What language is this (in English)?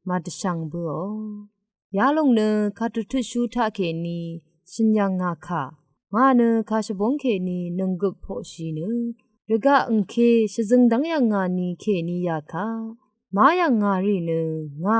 Rawang